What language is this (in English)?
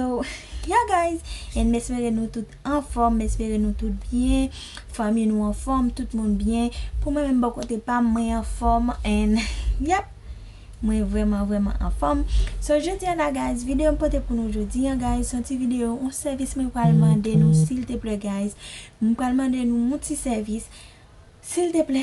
Haitian Creole